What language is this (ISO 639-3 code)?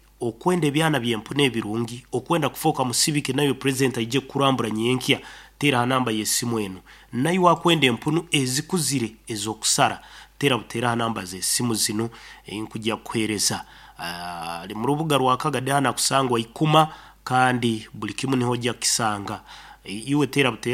nyn